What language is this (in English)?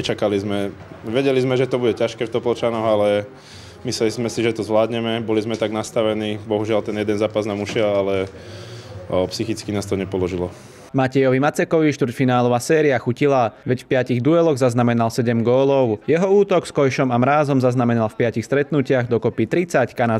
Slovak